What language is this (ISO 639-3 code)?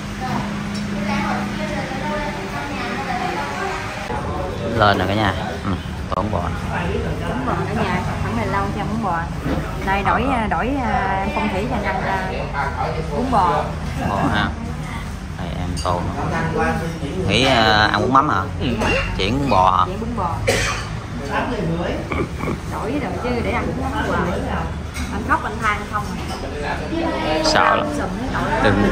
vie